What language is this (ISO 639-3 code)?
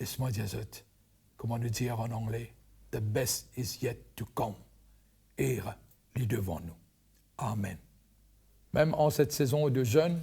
mfe